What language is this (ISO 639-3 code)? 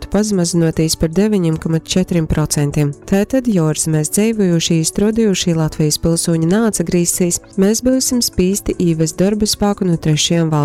ltg